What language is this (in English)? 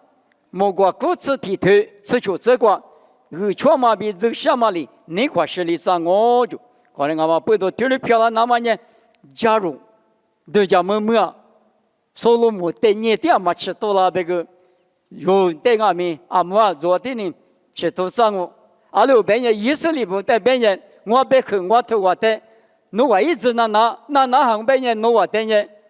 Lisu